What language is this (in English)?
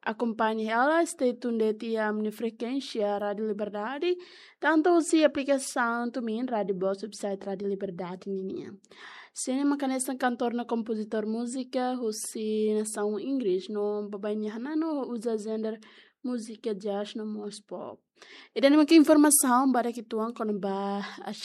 Tetum